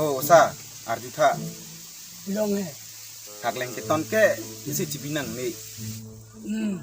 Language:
Karbi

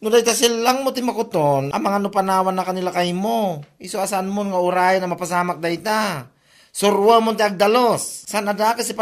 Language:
Iloko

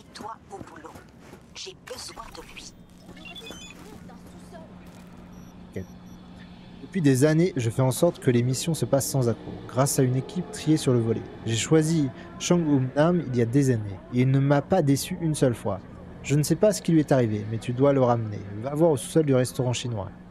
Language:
French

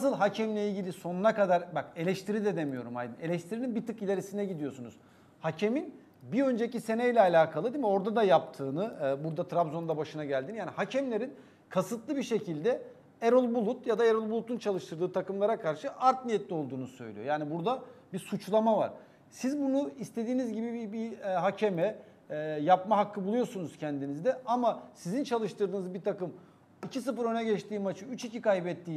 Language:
Turkish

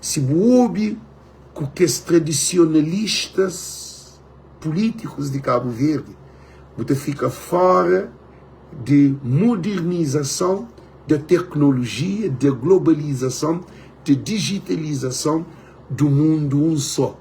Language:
Kabuverdianu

